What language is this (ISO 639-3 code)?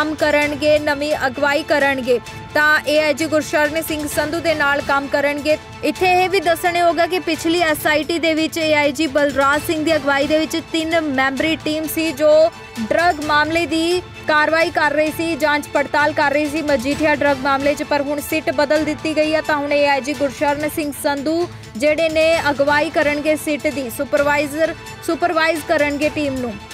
pan